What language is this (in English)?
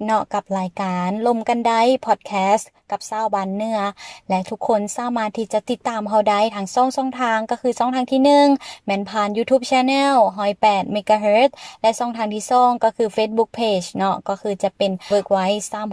Lao